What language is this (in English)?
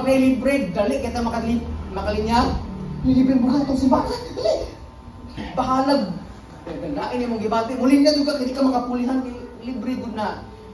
Cebuano